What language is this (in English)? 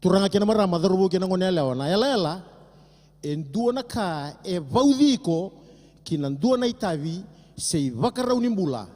Fijian